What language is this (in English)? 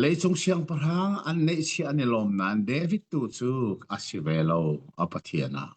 Hakha Chin